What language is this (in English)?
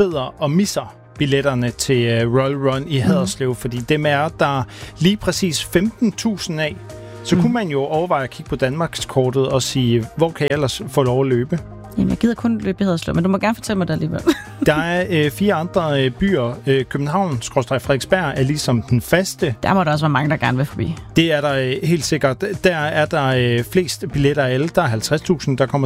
Danish